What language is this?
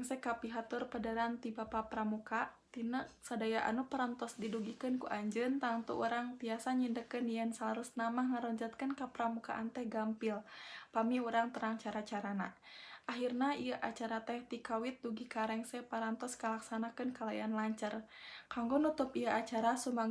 Sundanese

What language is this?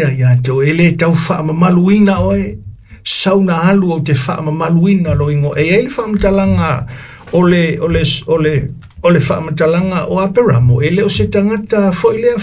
Samoan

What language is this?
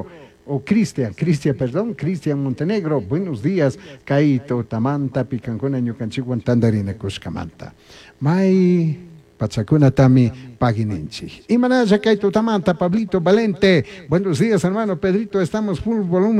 Chimborazo Highland Quichua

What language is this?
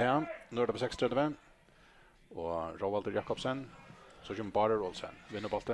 Faroese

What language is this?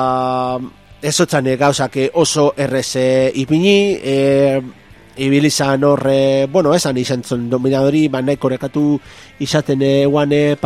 Basque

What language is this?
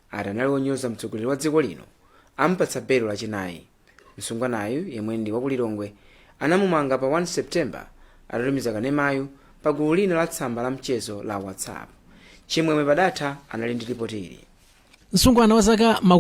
Nyanja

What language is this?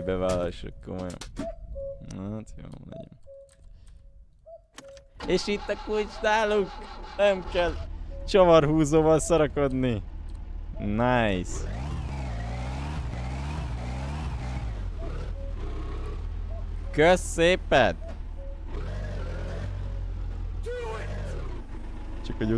Hungarian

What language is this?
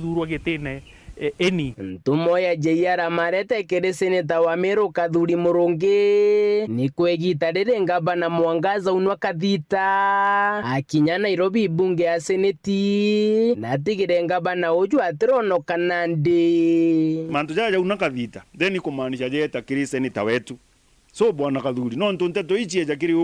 Meru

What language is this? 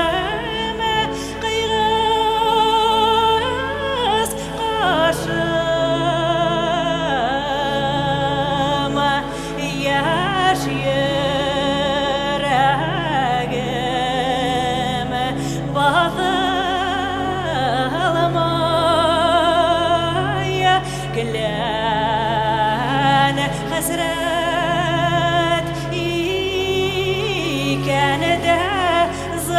Bashkir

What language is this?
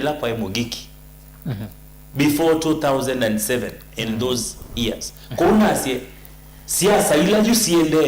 Kamba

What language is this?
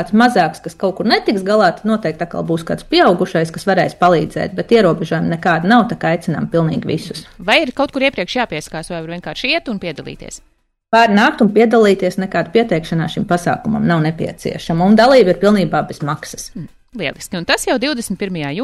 Latvian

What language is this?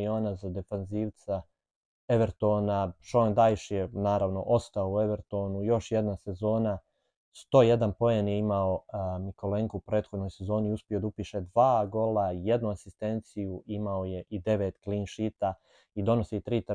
Bosnian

